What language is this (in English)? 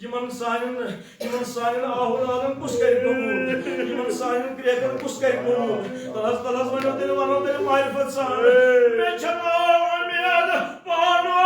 Kashmiri